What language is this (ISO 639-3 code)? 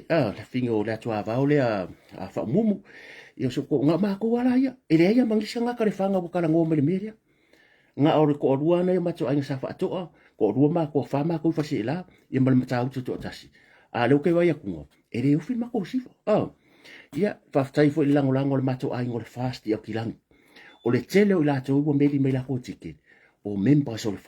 smo